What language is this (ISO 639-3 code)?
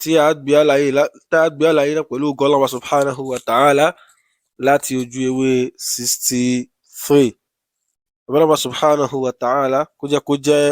yor